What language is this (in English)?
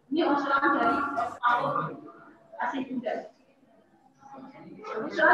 Indonesian